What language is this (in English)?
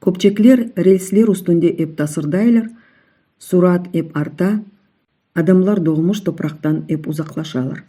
Crimean Tatar